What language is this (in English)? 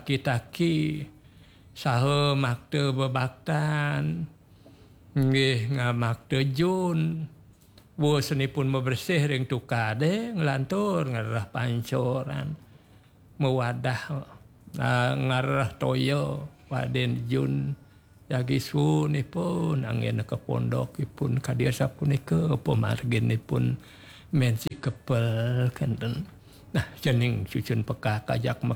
Balinese